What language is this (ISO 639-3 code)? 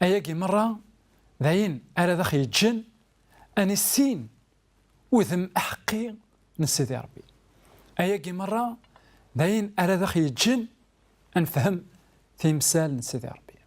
kab